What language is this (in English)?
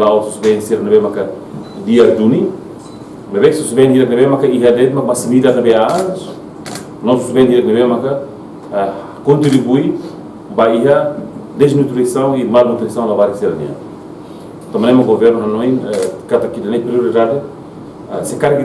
Tetum